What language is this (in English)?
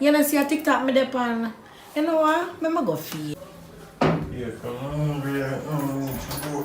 Jamaican Creole English